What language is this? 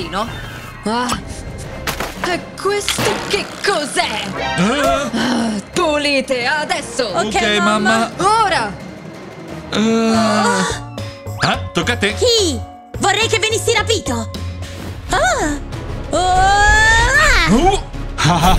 Italian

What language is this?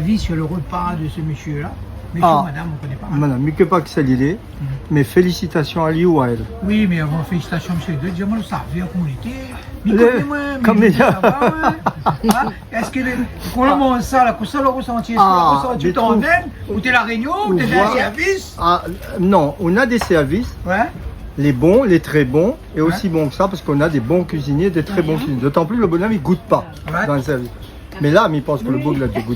Réunion Creole French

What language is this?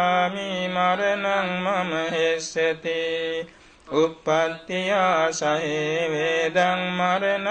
Pali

